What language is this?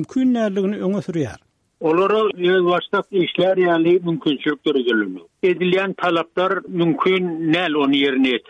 Turkmen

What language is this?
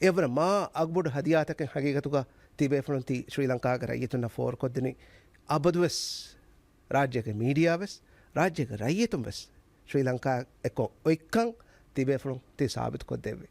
Divehi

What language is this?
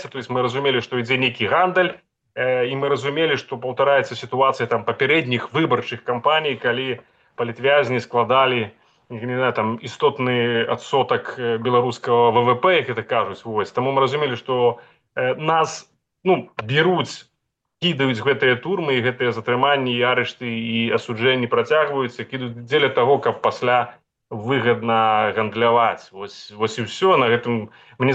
Belarusian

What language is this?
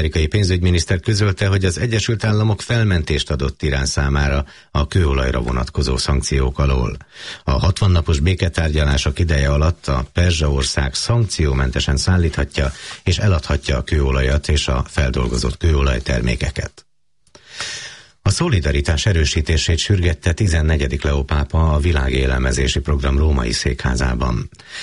Hungarian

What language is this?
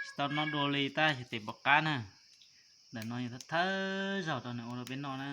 Hmong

